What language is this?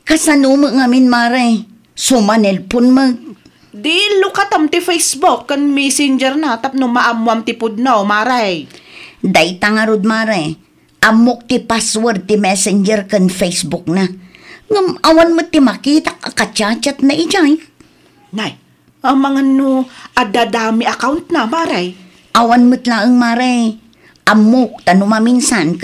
Iloko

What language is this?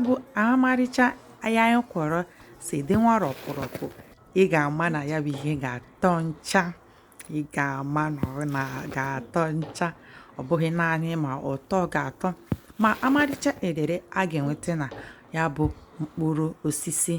Igbo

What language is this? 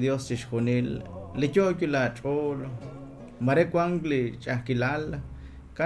Kekchí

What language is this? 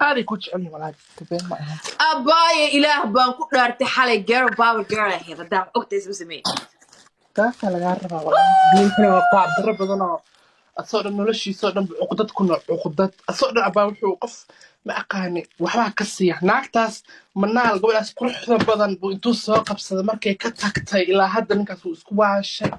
Somali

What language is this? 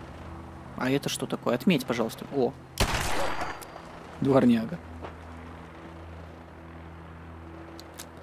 Russian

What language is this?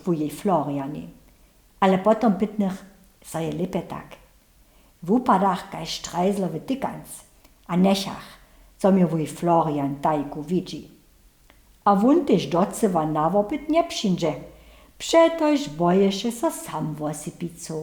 Upper Sorbian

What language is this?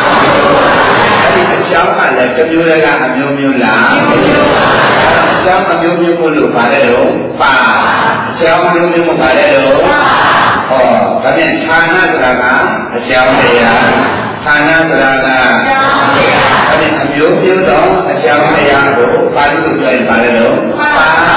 Burmese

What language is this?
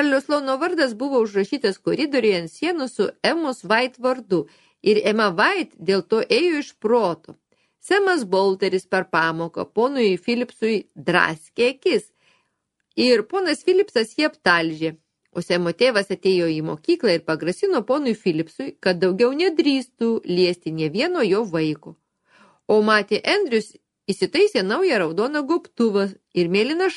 Lithuanian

